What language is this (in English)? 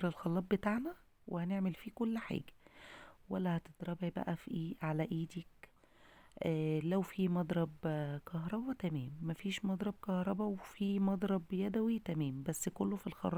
Egyptian Arabic